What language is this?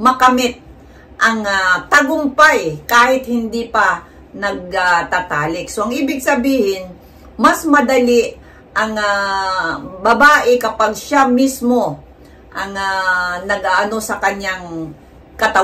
Filipino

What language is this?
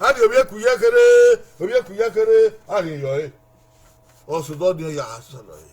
Bini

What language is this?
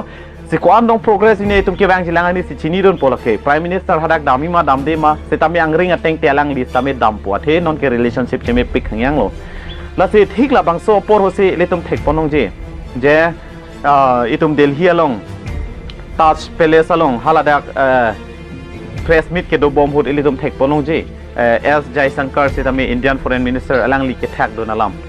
Karbi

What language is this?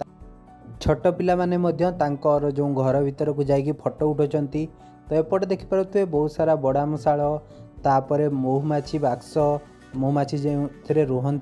Odia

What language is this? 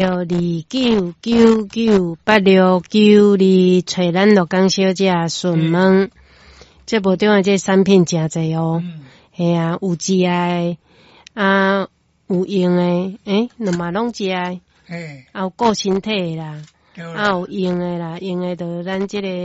Min Nan Chinese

